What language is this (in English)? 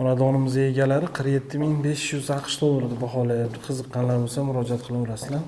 Uzbek